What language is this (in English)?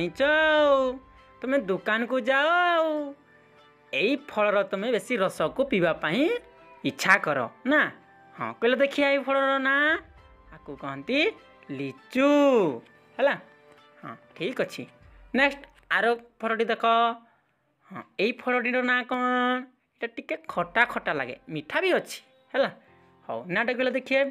Odia